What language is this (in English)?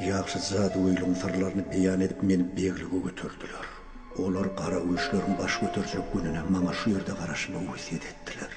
Turkmen